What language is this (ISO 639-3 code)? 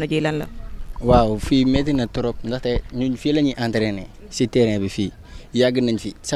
wol